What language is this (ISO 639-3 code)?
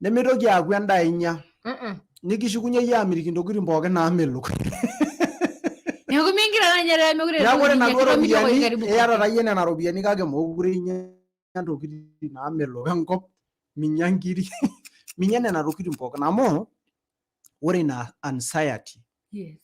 mas